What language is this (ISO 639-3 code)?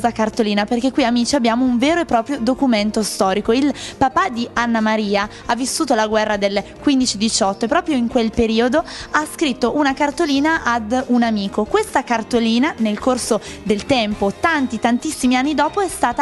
ita